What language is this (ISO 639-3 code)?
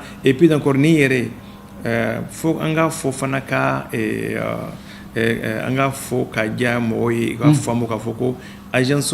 bam